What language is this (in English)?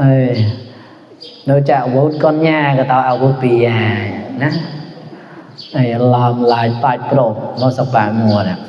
Mon